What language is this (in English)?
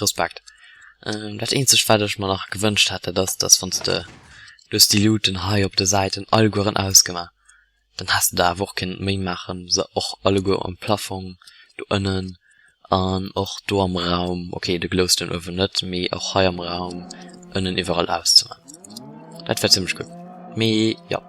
Luxembourgish